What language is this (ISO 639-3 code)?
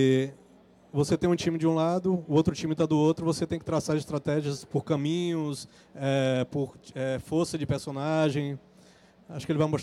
por